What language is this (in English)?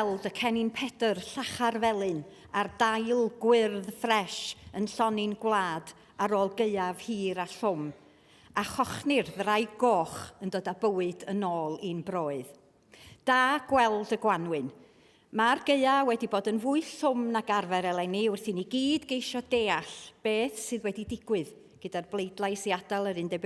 Welsh